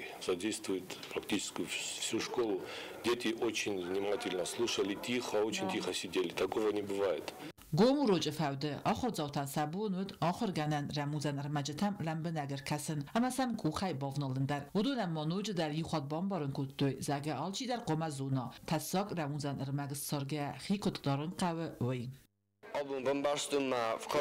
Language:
Ossetic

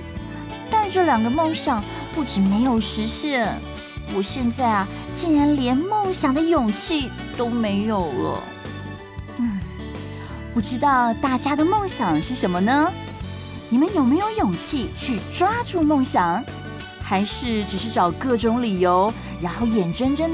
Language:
Chinese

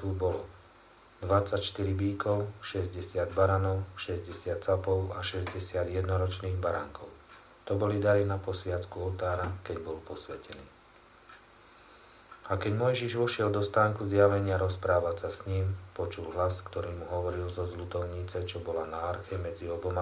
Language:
Slovak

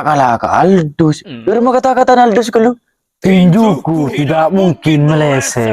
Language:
Madurese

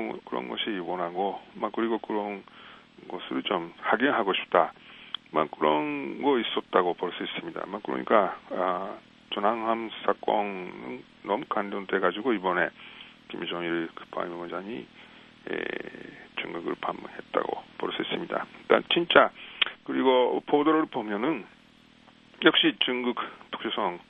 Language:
Korean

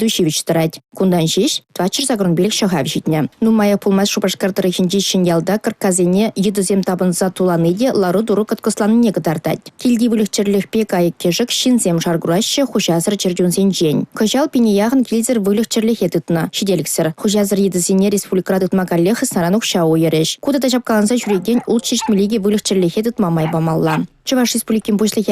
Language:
Chuvash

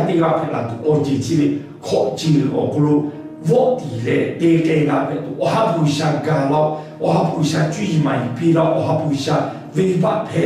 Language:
Lahu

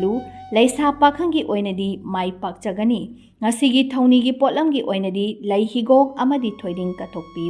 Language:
Manipuri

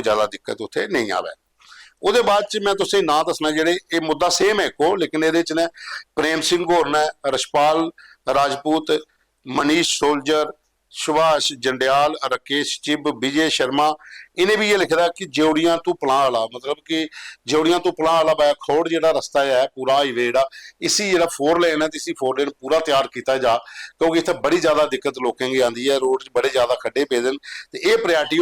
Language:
Dogri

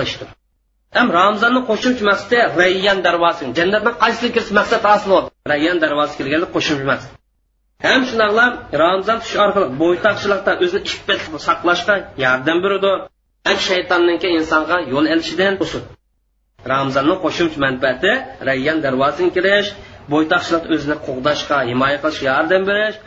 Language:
Uyghur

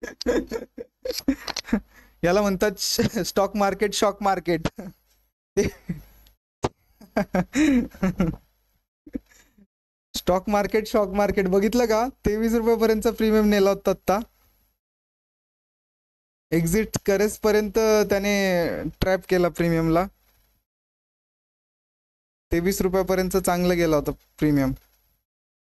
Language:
Marathi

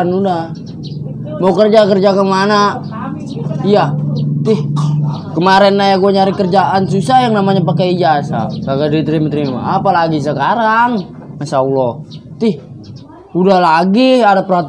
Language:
Betawi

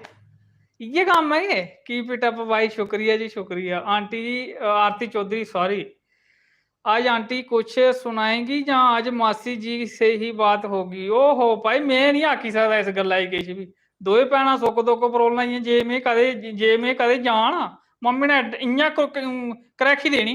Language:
Dogri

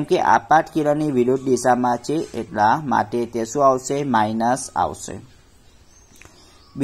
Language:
Gujarati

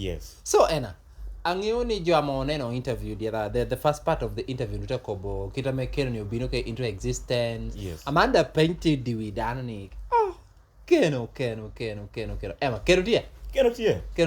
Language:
Lango (Uganda)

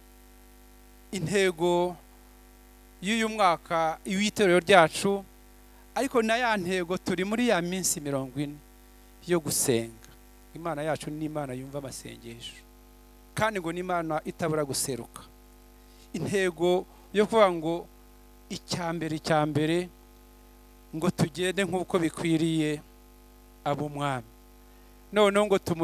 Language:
Kinyarwanda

